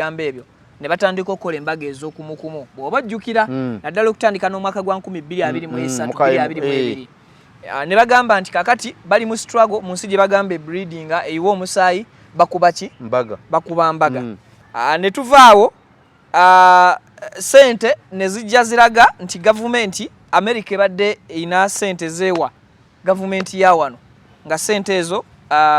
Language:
Ganda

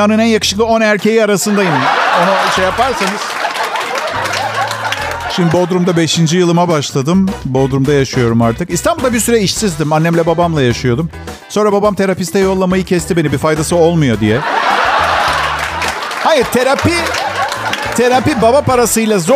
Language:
Turkish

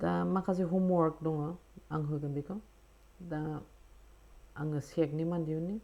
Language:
Bodo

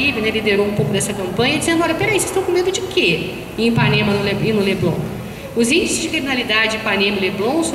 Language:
Portuguese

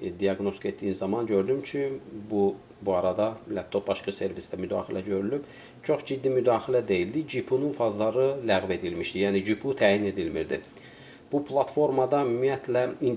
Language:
Azerbaijani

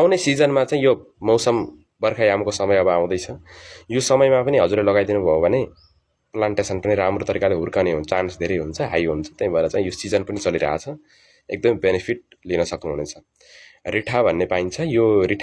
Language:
Nepali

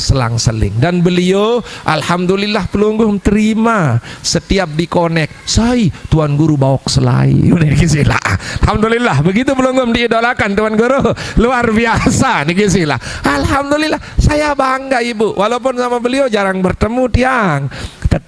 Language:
Sasak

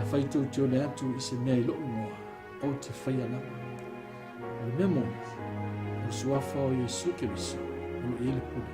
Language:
Samoan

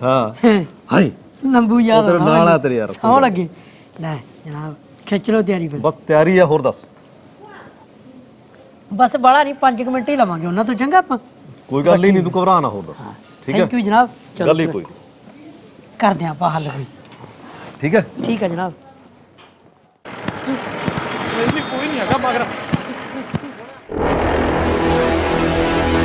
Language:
Punjabi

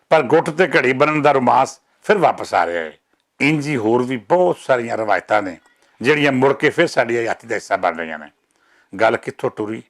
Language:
Western Panjabi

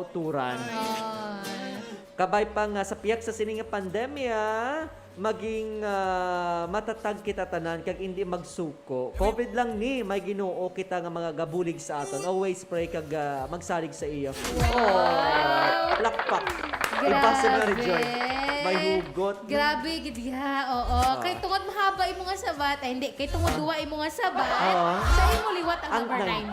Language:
Hiligaynon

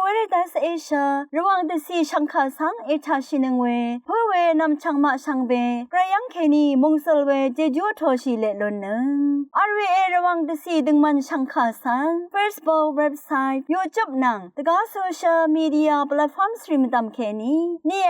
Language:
Rawang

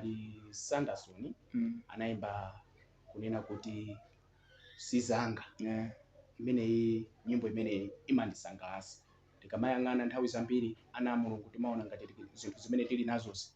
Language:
Nyanja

